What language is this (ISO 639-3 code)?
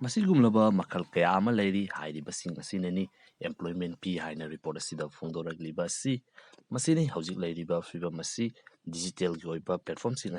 mni